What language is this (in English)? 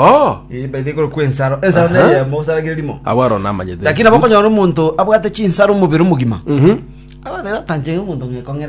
Gusii